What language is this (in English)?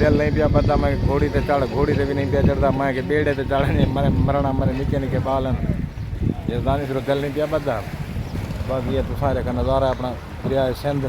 Saraiki